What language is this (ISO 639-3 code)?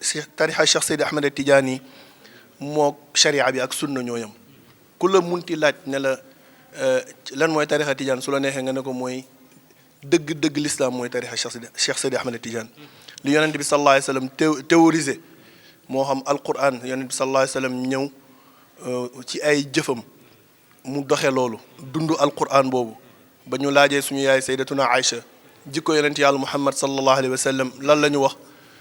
wol